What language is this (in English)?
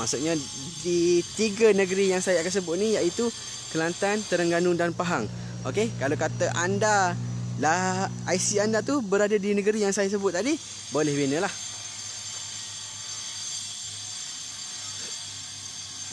Malay